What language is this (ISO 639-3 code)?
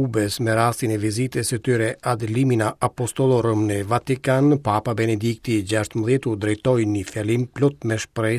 sqi